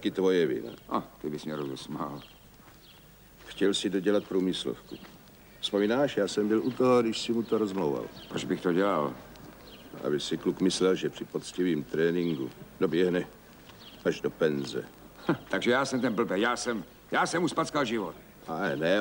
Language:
Czech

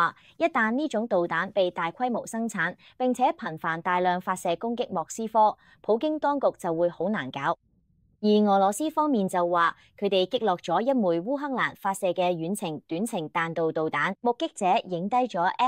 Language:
Cantonese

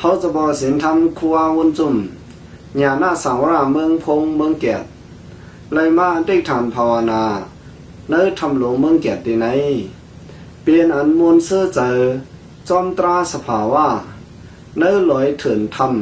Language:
Shan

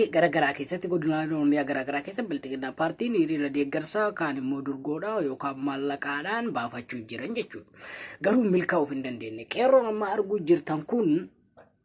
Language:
Oromo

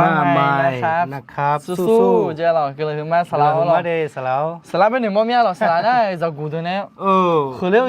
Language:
Akha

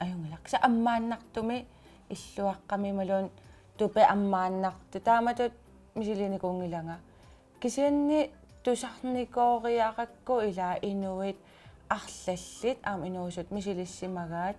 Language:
Kalaallisut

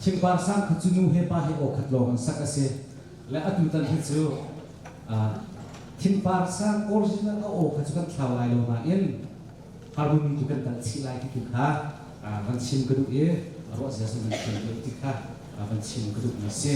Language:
Hakha Chin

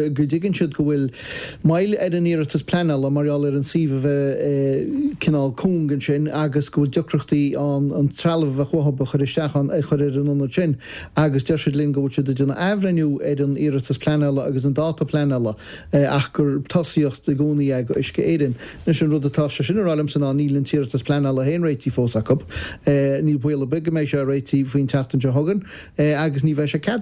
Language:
Irish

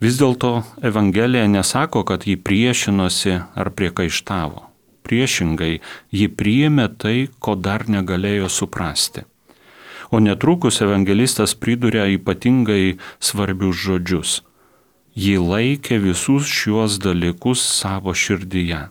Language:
Lithuanian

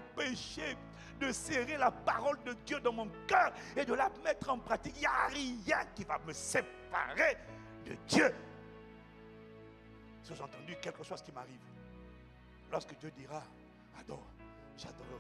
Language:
French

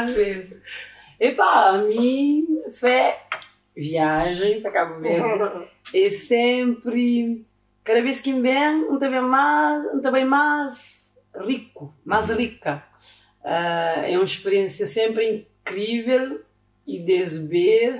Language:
Kabuverdianu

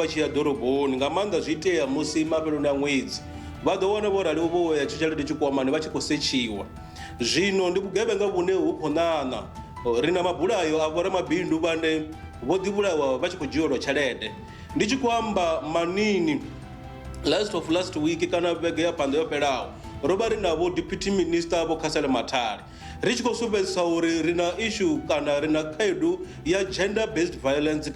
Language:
Venda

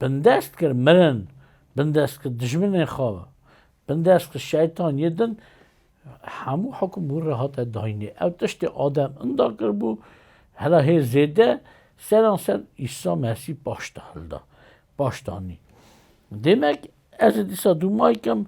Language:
Kurdish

